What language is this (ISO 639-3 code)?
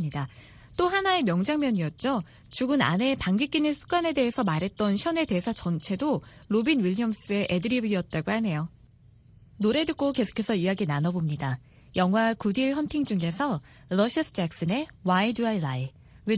kor